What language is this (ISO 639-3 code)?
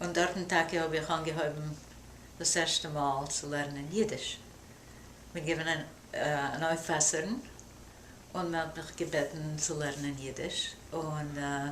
yid